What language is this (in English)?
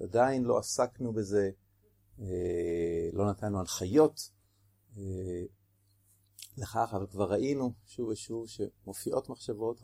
Hebrew